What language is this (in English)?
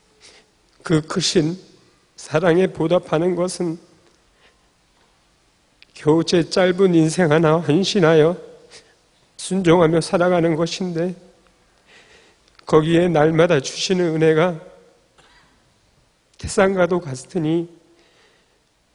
Korean